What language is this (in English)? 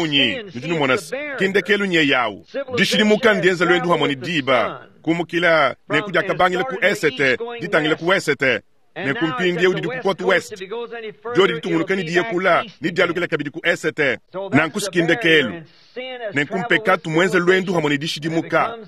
Luba-Lulua